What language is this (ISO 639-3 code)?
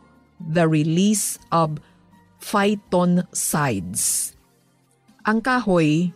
hil